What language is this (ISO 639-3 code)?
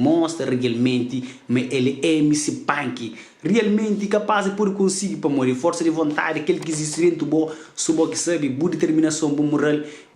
kea